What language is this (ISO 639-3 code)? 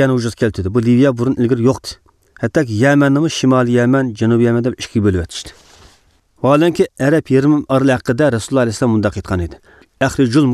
uig